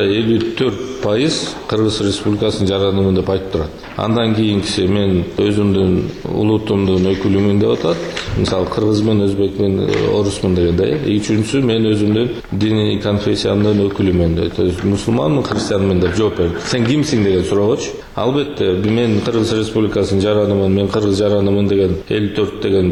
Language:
Kyrgyz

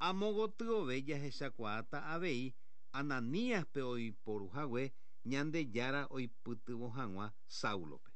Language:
Guarani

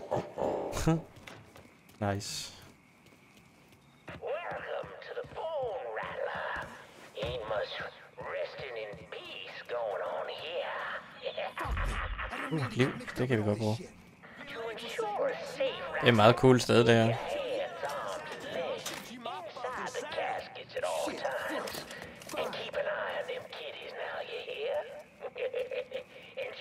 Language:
Danish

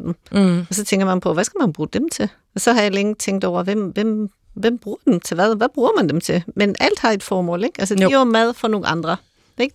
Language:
Danish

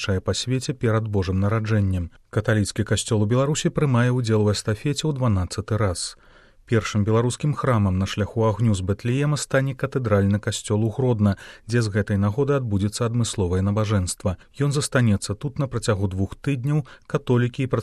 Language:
Belarusian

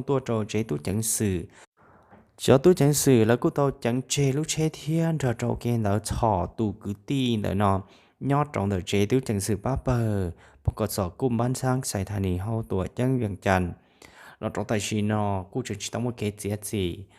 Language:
Hmong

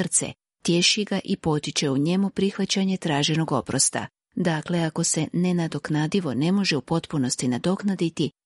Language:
Croatian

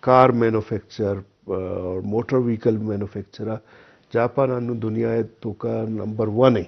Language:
Eastern Balochi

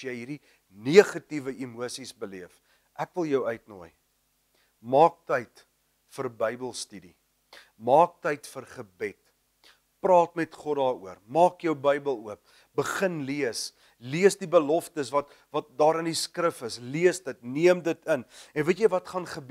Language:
Afrikaans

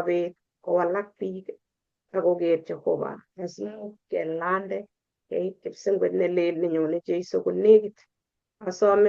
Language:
Kalenjin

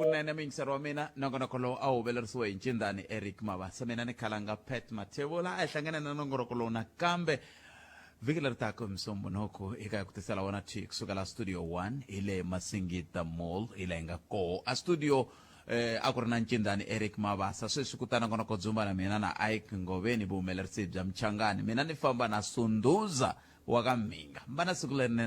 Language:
Tsonga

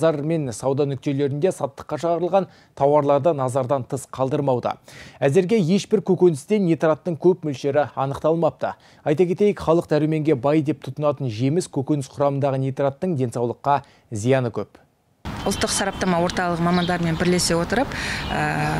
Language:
Kazakh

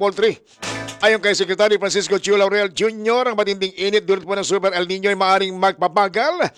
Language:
Filipino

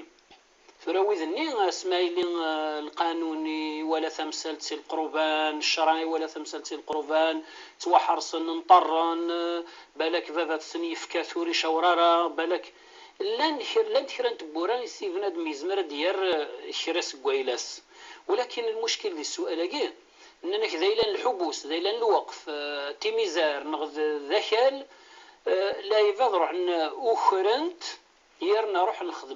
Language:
Kabyle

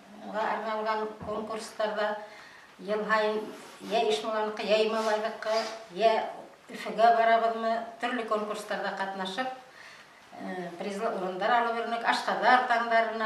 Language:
Bashkir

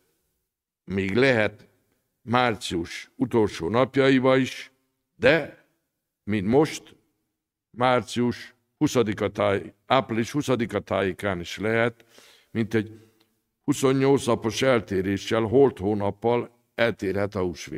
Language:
Hungarian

